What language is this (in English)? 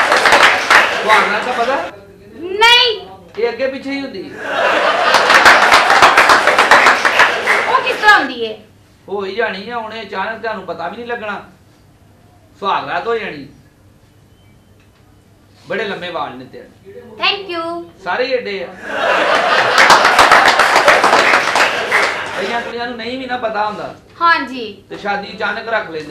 Punjabi